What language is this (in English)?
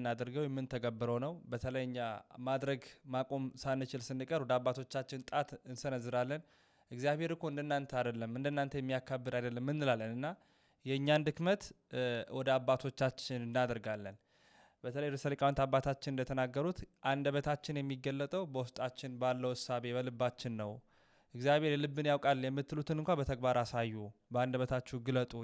Amharic